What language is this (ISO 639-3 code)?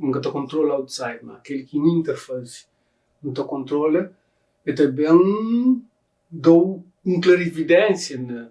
kea